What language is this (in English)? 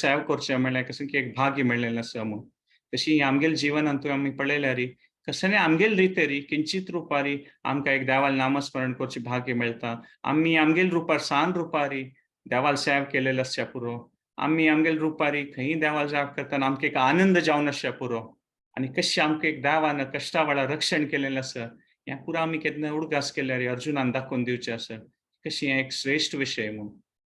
Konkani